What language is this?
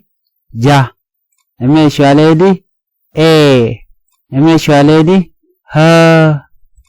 Nuer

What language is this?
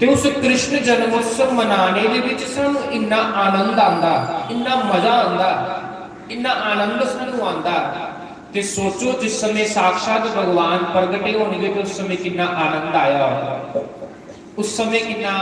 Dogri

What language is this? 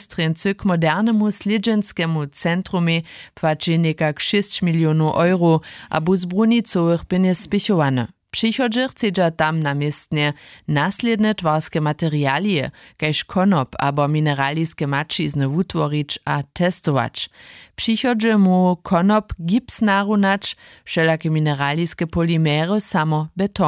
Upper Sorbian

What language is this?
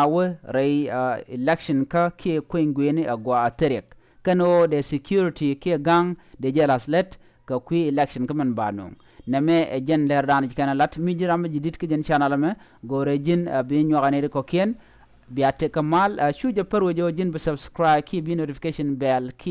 Nuer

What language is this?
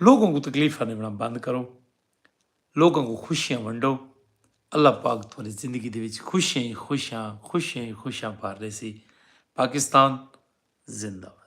Saraiki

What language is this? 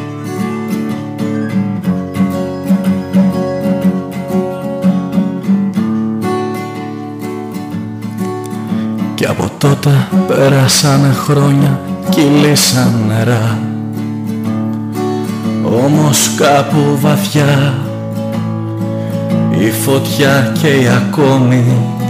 Greek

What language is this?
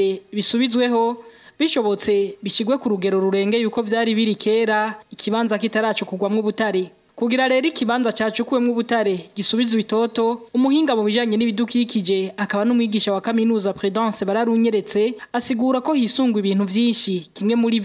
Rundi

